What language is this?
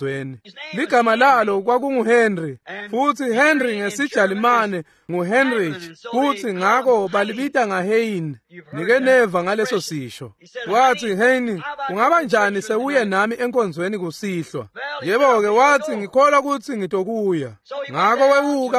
Swati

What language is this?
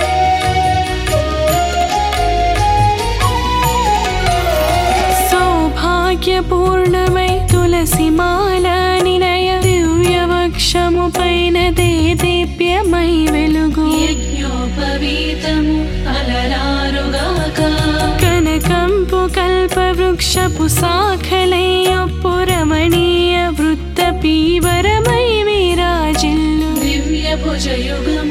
Telugu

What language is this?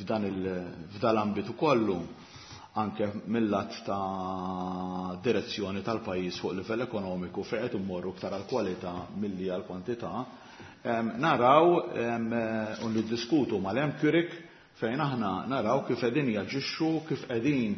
Maltese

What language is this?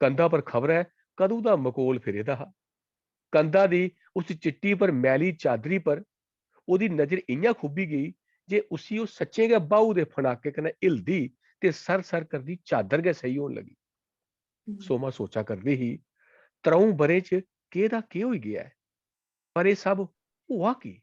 Dogri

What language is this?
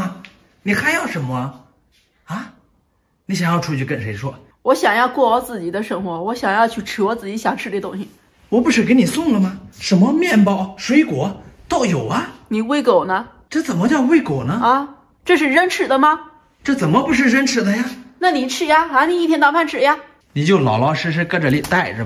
Chinese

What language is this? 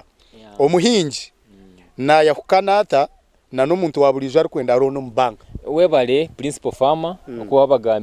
Nyankole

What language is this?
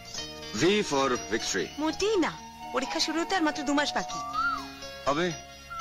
Bangla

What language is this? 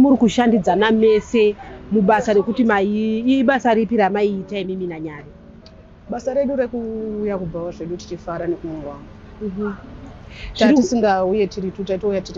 Shona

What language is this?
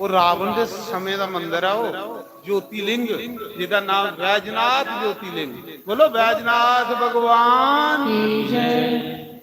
Dogri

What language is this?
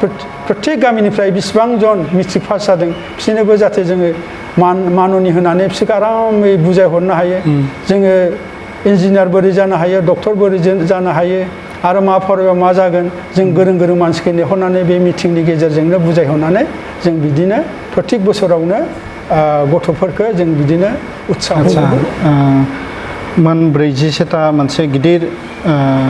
Bodo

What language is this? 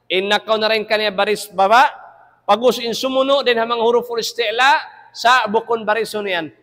Tausug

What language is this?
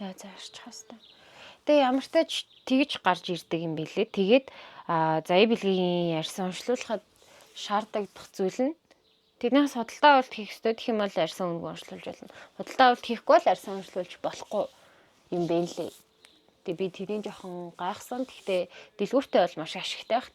Mongolian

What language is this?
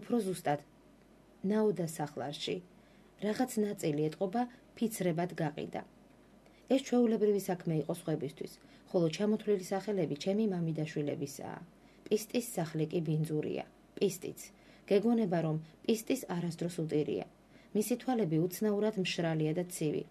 Georgian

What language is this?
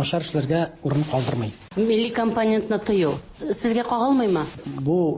Tatar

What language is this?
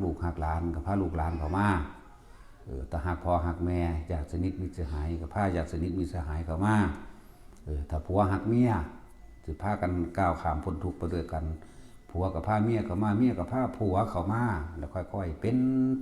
Northeastern Thai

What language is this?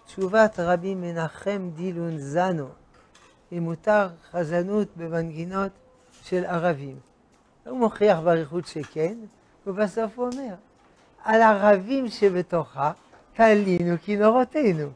Hebrew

